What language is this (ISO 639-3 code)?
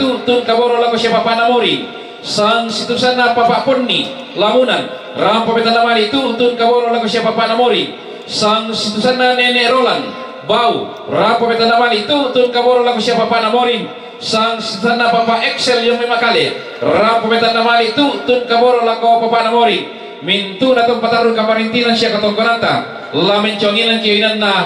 sda